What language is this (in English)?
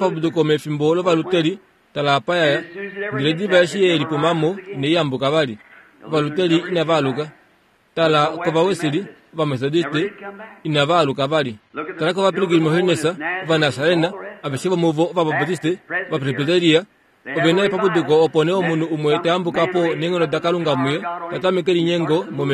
Kuanyama